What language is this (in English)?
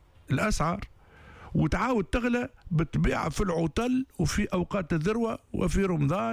Tunisian Arabic